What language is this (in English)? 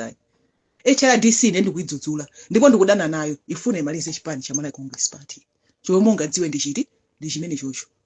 Nyanja